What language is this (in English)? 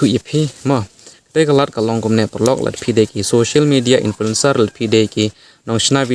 Khasi